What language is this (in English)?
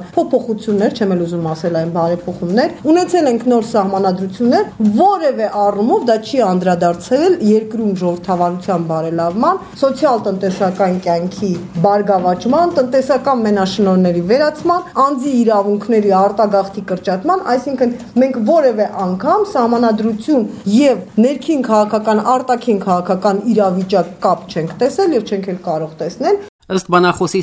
Armenian